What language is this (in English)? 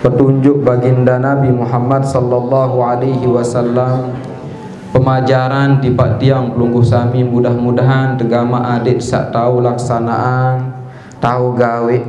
Sasak